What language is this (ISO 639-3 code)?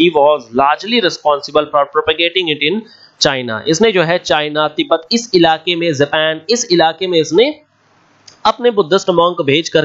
hin